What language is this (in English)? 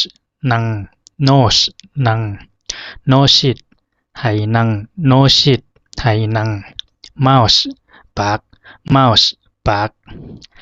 Zhuang